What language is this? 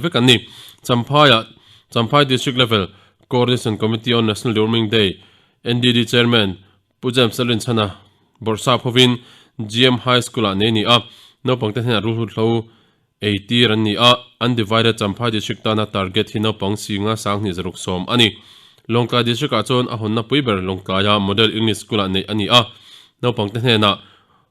Mizo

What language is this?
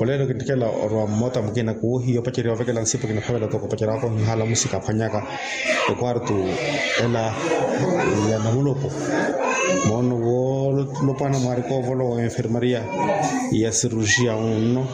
Makhuwa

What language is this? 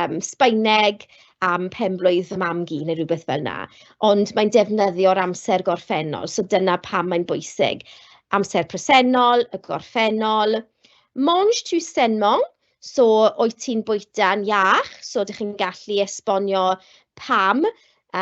Welsh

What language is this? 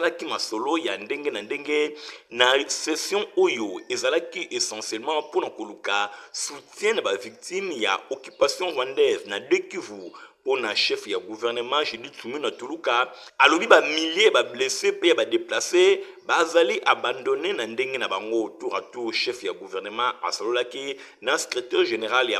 Lingala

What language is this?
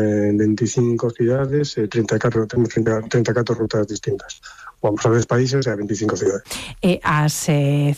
Galician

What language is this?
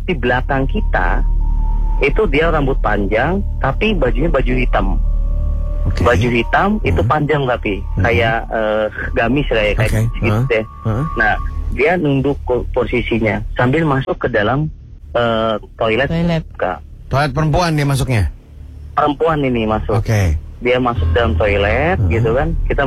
Indonesian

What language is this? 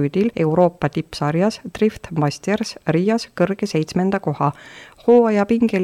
Estonian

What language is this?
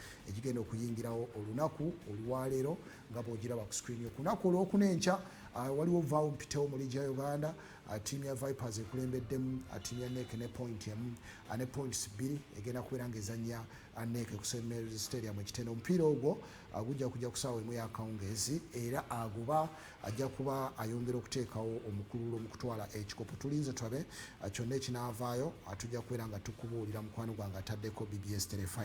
Ganda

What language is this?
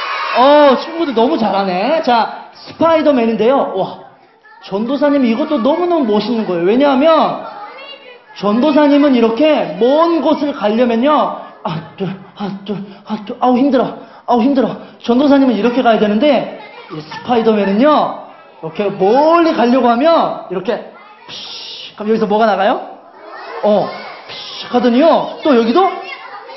Korean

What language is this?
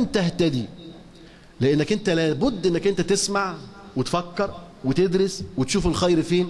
Arabic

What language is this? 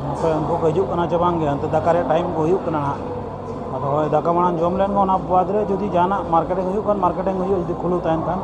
Santali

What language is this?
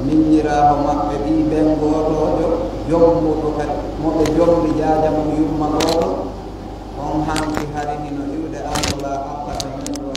Pular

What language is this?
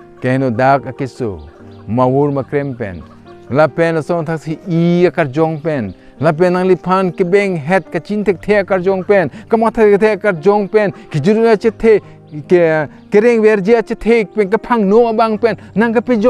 Karbi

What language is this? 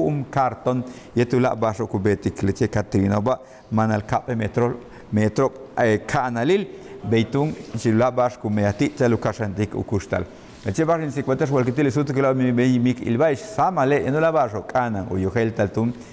Yucateco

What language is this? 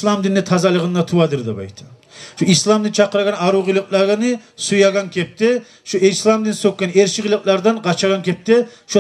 Kumyk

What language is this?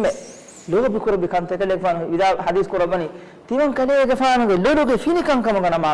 Divehi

